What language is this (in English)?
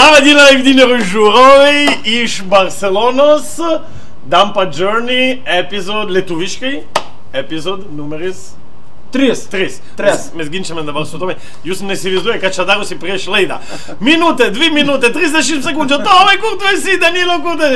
Lithuanian